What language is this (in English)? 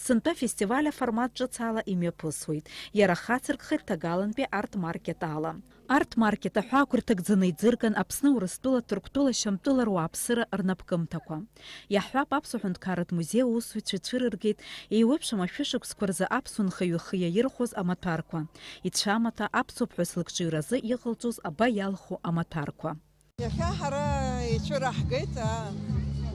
Abkhazian